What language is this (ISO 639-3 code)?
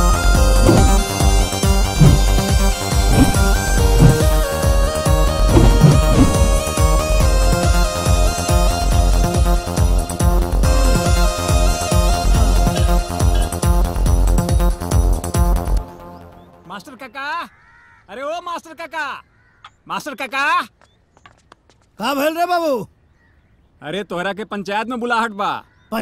bho